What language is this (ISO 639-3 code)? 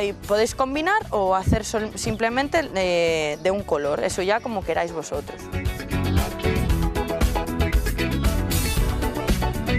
spa